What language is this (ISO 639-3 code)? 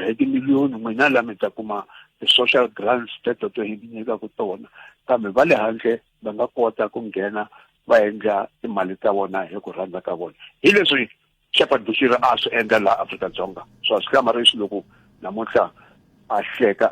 tso